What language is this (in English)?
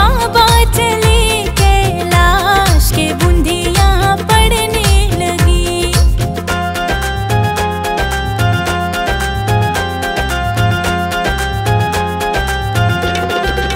Haryanvi